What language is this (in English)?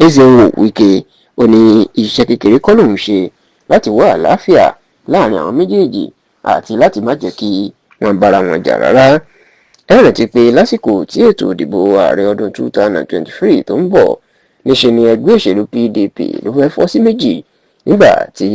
Yoruba